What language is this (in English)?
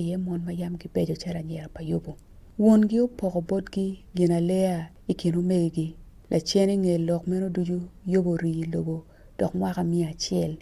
Acoli